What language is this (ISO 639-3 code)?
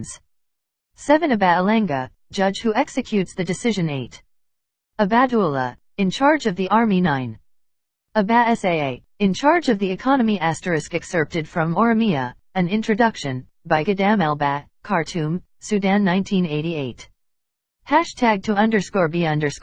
eng